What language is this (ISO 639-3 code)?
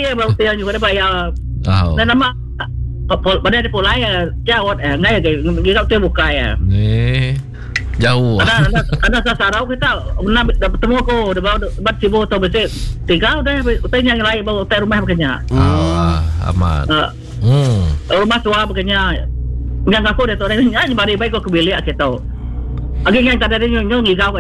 iba